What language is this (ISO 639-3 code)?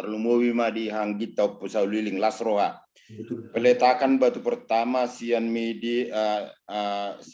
bbc